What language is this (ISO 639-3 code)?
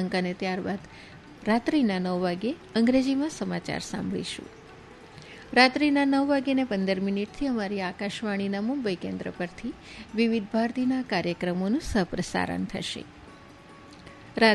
guj